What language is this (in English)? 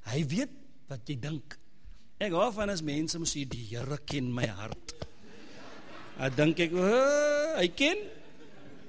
Afrikaans